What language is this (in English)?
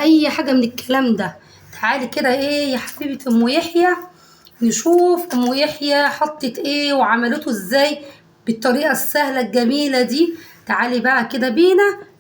Egyptian Arabic